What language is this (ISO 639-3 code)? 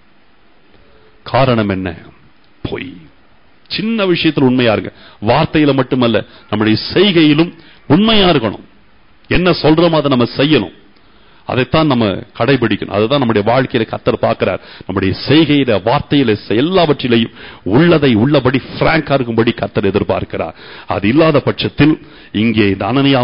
tam